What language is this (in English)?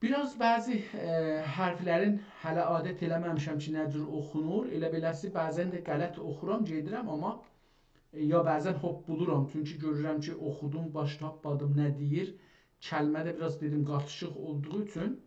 South Azerbaijani